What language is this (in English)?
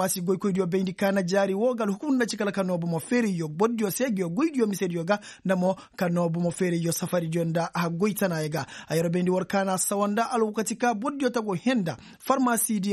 Koyraboro Senni